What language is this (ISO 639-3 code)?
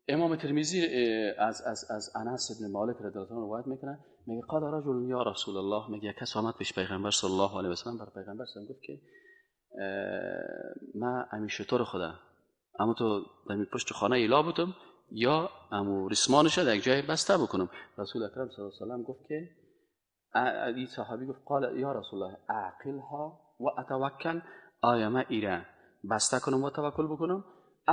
fas